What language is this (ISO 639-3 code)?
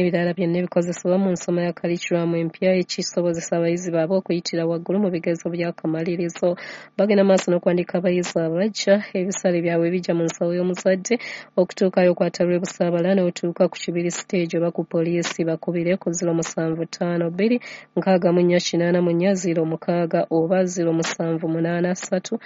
lug